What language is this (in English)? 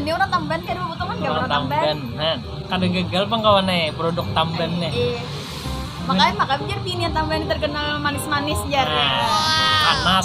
Banjar